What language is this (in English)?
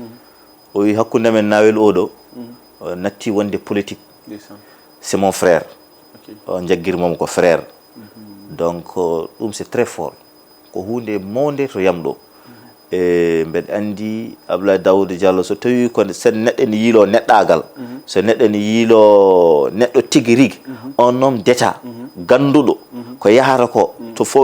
Fula